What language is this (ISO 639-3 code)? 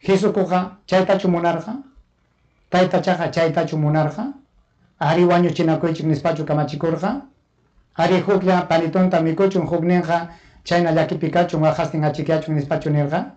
quy